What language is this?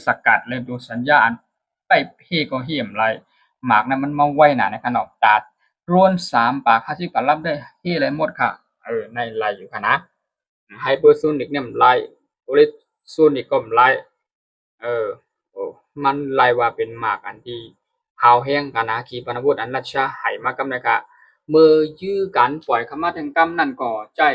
Shan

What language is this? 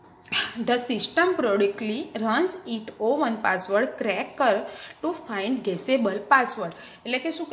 Gujarati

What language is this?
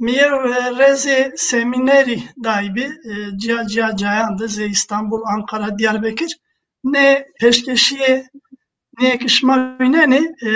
Zaza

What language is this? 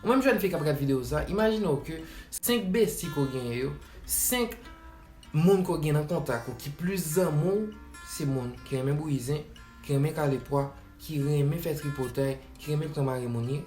Haitian Creole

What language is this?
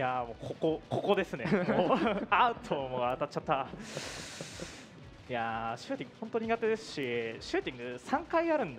Japanese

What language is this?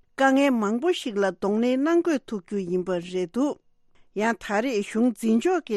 Tibetan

